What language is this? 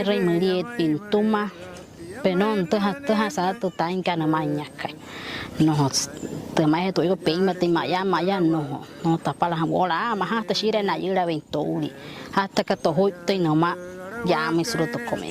Wayuu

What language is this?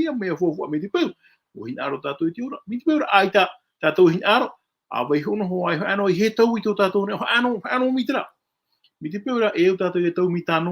Tahitian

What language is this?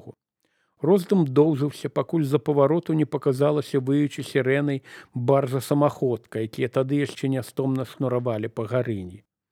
Belarusian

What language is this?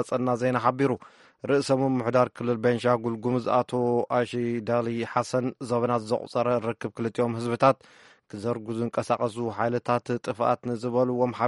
Tigrinya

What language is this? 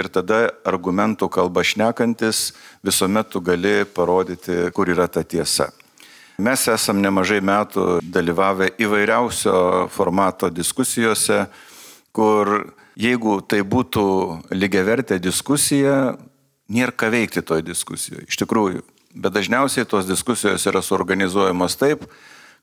Lithuanian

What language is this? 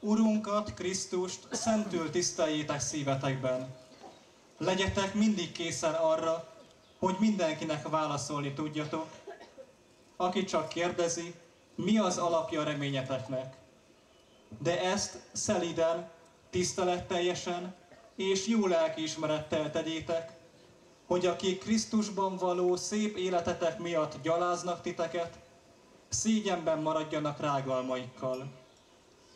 Hungarian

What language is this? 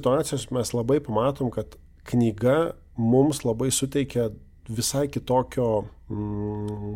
Lithuanian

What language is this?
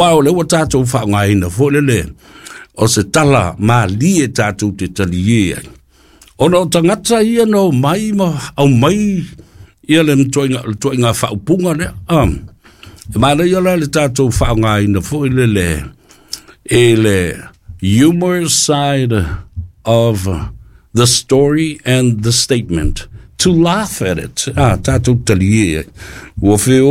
Samoan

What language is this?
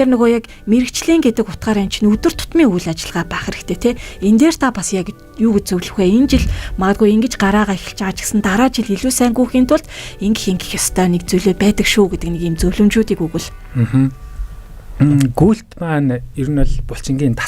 Mongolian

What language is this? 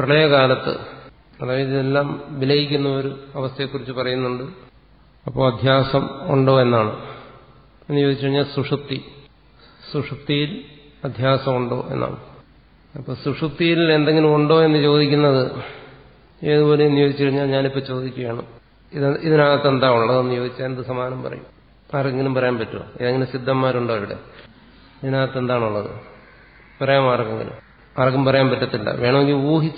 Malayalam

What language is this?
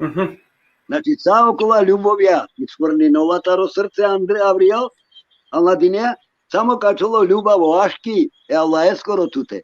Balkan Romani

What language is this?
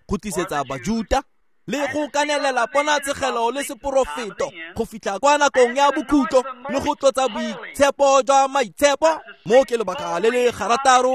Tswana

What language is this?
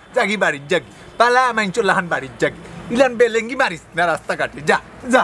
Sylheti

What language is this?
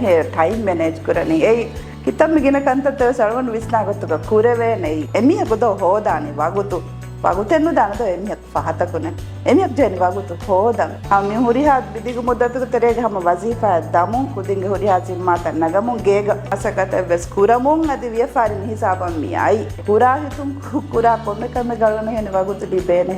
Divehi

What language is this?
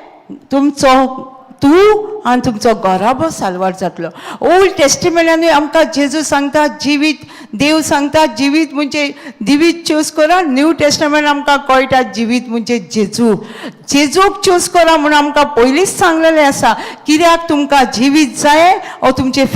Konkani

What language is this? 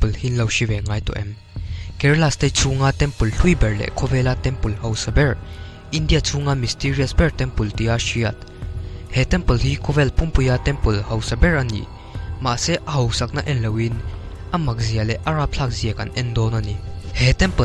Mizo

